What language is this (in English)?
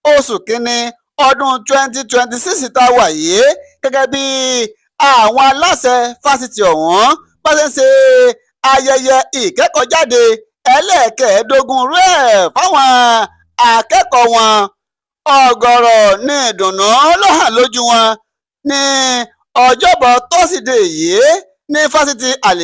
Yoruba